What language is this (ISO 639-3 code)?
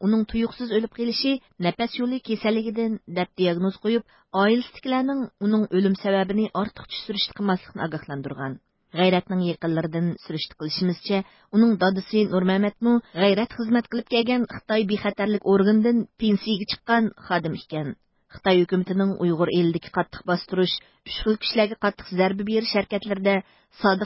uig